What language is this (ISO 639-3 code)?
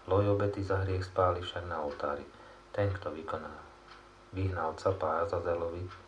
slk